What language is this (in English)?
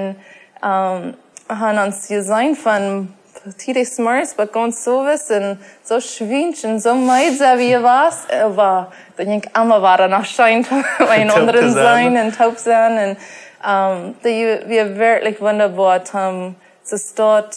Plautdietsch